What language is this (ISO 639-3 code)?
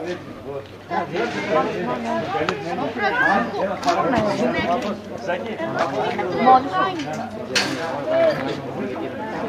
ell